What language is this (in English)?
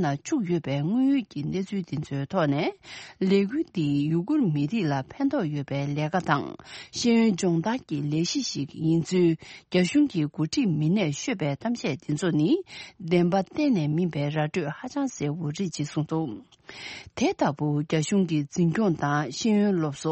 Tibetan